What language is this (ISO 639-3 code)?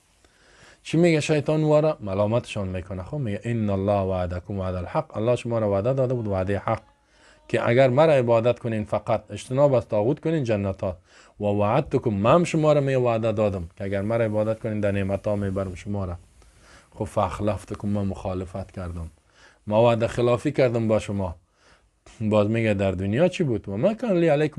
fas